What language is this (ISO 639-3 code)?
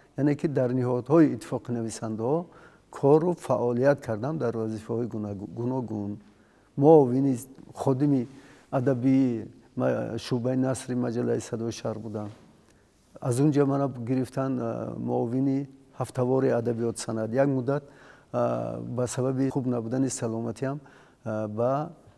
tgk